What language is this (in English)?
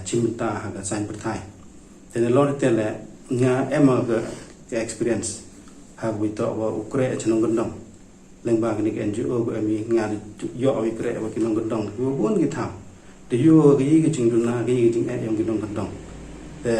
Pnar